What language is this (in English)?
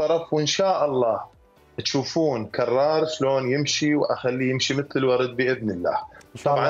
Mesopotamian Arabic